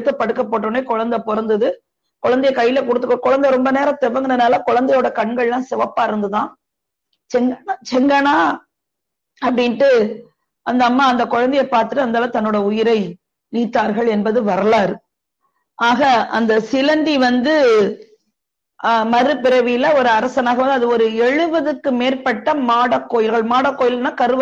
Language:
Tamil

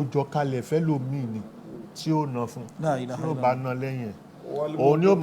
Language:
Yoruba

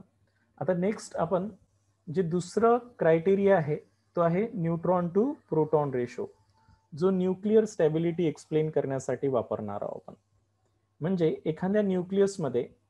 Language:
Marathi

